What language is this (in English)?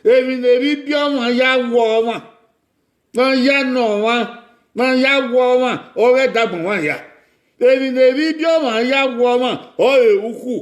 Bini